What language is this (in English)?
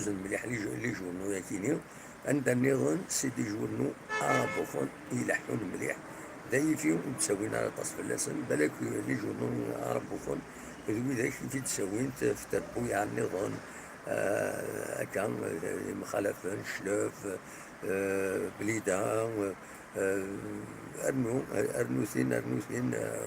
Kabyle